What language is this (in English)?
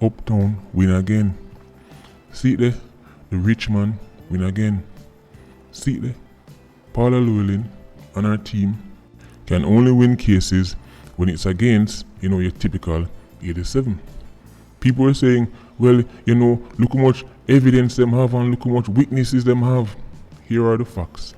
Jamaican Creole English